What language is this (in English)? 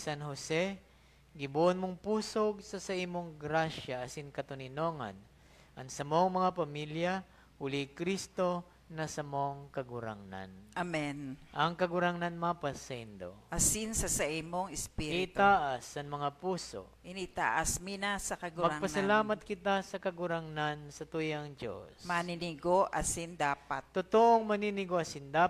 Bikol